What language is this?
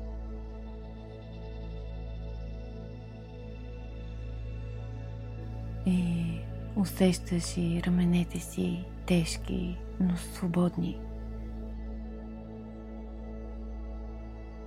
Bulgarian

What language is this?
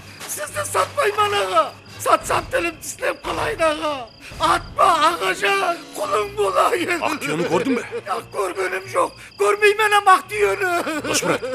Kara-Kalpak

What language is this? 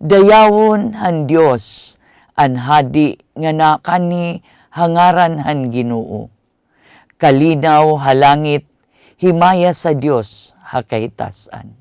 Waray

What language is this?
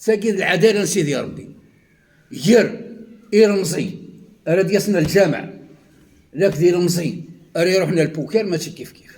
Kabyle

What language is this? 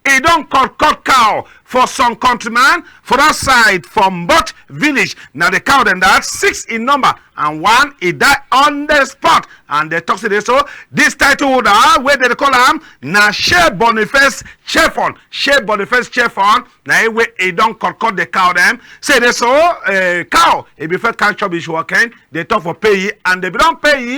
Cameroon Pidgin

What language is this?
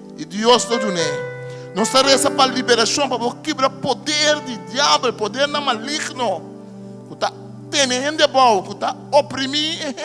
Papiamento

